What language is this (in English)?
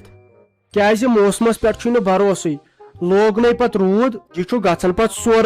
Kashmiri